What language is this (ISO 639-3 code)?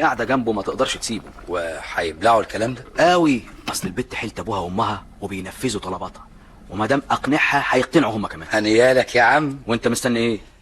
arz